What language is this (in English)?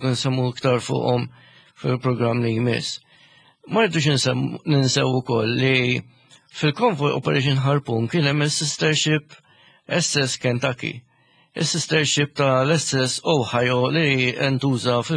Maltese